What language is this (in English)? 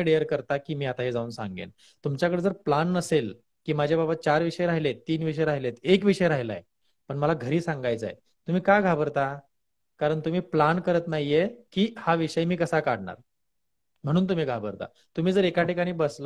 Marathi